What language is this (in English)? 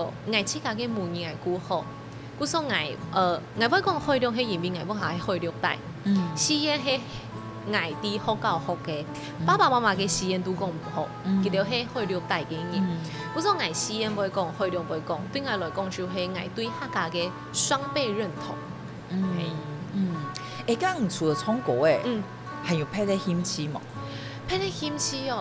Hakka Chinese